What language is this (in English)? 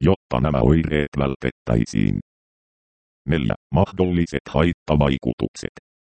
Finnish